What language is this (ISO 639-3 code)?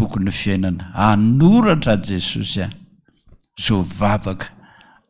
mlg